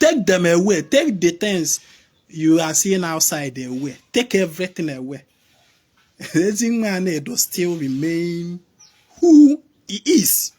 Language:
Igbo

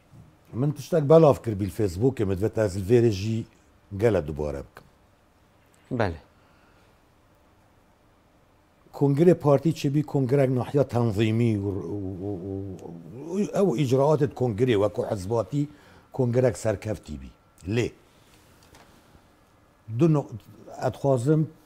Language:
Kurdish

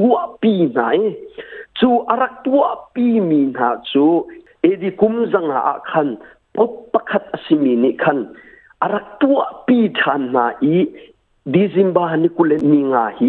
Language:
Hakha Chin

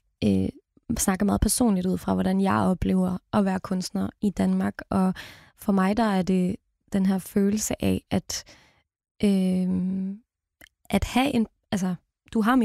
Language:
Danish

